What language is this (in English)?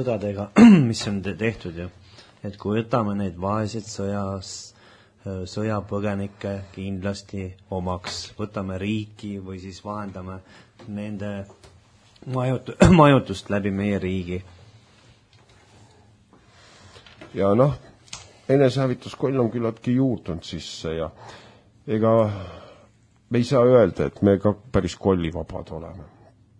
Estonian